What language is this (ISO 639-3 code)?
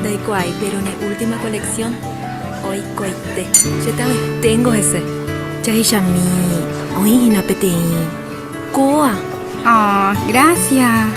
grn